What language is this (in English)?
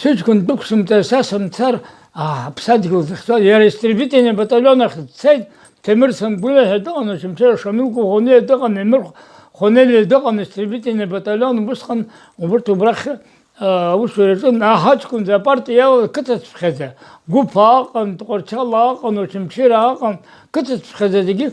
Abkhazian